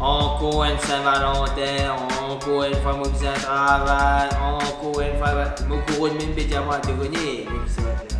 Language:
Morisyen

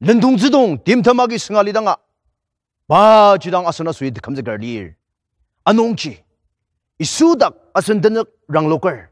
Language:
Ao Naga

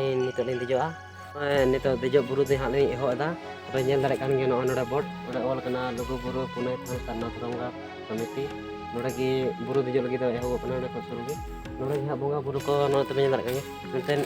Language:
Santali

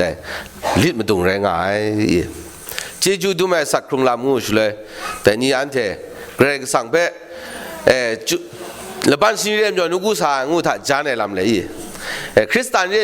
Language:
Kachin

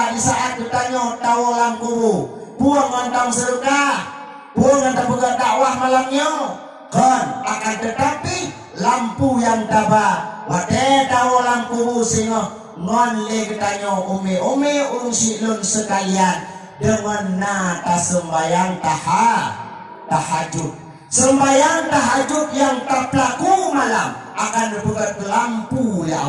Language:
Achinese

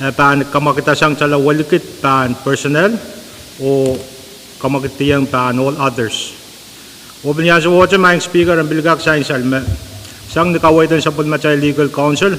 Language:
Pohnpeian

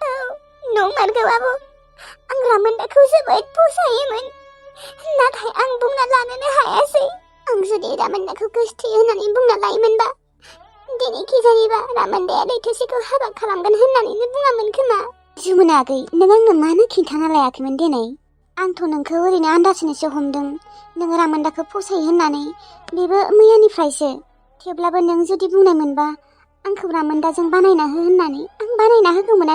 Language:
Bodo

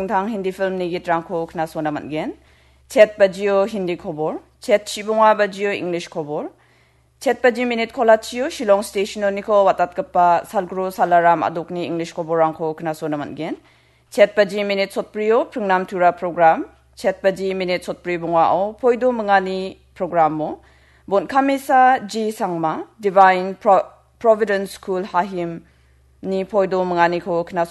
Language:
Garo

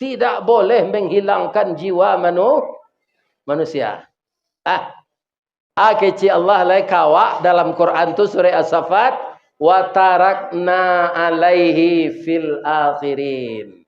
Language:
Minangkabau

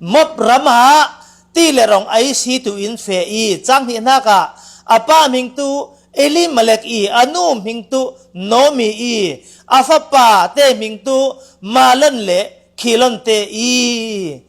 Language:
Falam Chin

